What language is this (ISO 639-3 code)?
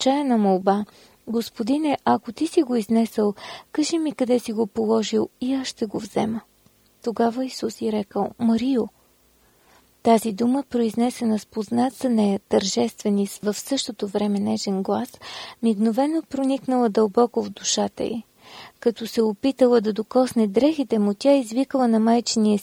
bul